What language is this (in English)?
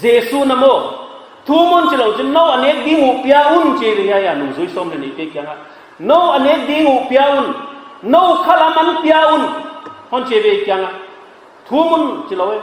Paite Chin